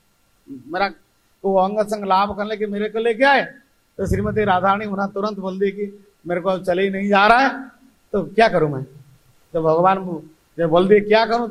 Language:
Hindi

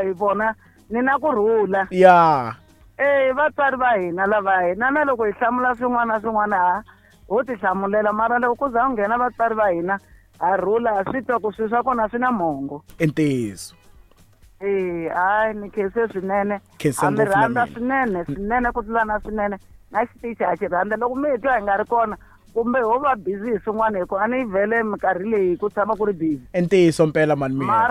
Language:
Tsonga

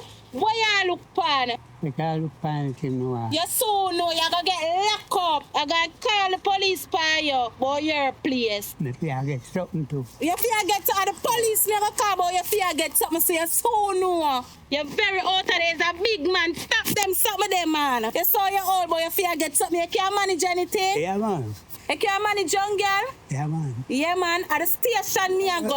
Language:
Jamaican Creole English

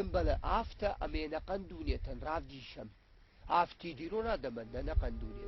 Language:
Ossetic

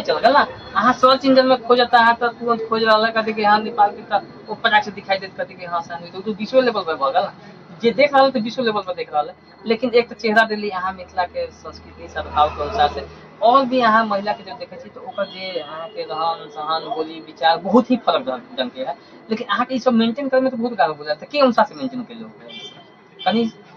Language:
Maithili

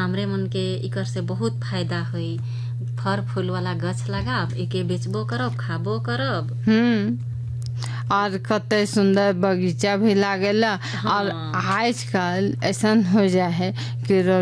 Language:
Sadri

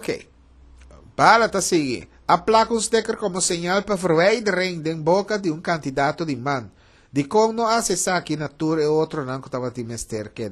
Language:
Papiamento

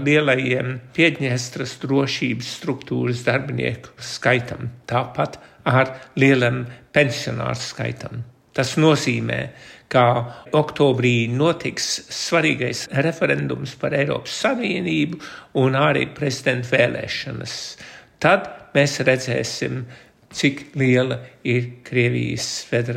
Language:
Latvian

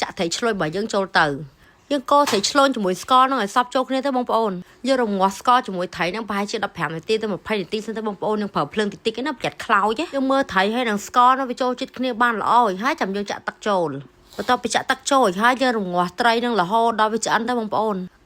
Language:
Khmer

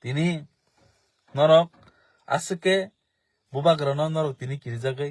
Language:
Kok Borok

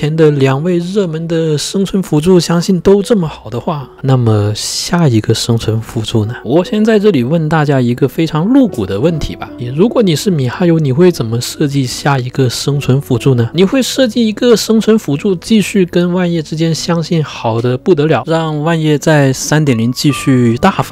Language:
Chinese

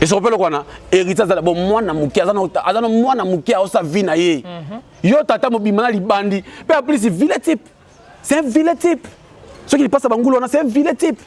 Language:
Lingala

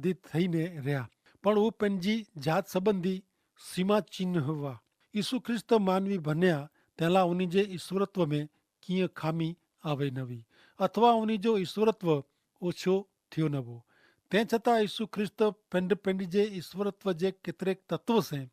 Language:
Kachhi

